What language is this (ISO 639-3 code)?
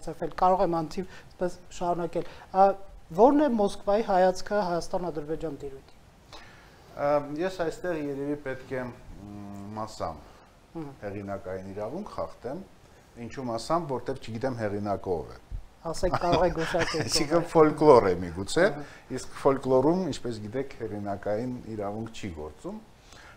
hye